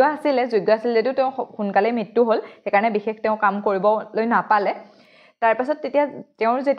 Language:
Assamese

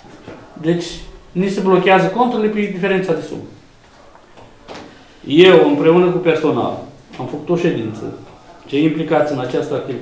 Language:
Romanian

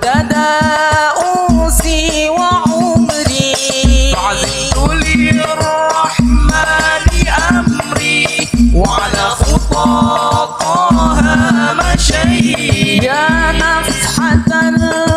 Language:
Arabic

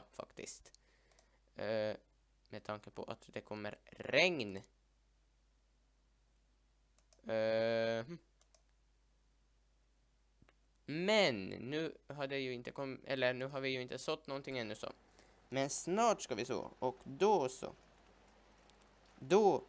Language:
Swedish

